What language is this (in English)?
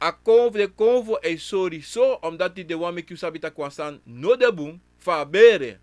Sranan Tongo